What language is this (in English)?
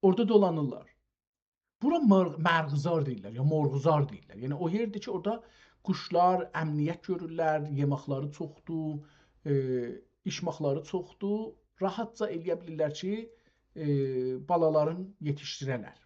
South Azerbaijani